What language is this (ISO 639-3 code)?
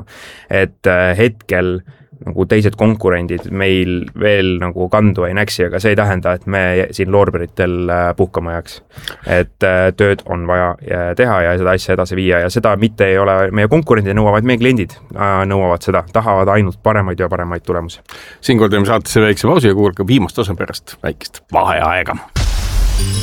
est